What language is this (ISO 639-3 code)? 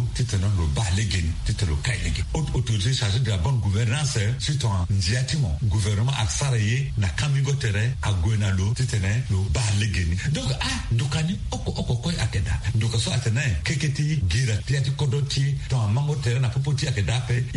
sag